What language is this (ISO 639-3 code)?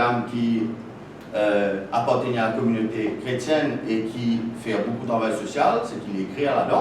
mfe